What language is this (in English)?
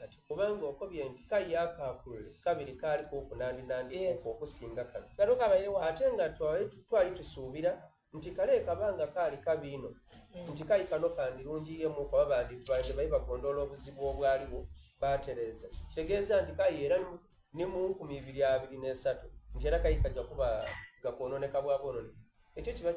Soga